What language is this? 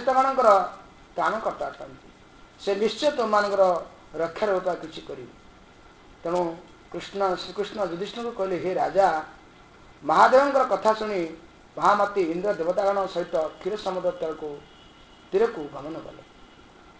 Odia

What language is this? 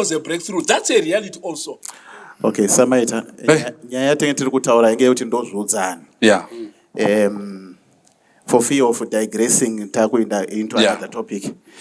Shona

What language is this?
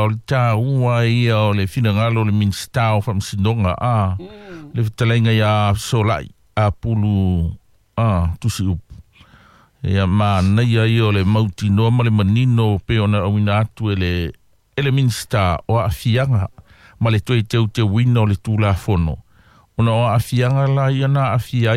Samoan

